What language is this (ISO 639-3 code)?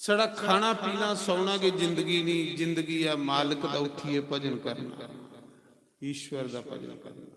doi